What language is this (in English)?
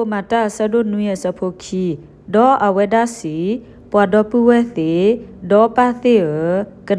S'gaw Karen